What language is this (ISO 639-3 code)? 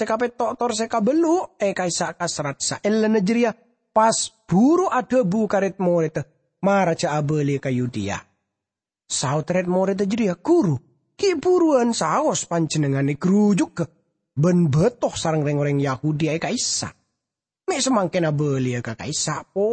mad